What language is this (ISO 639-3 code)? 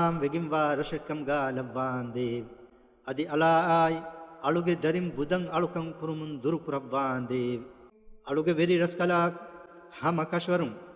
div